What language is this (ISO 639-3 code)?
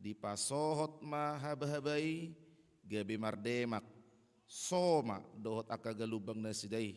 bbc